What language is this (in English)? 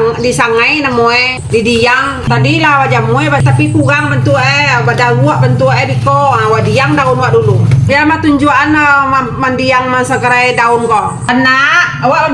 Minangkabau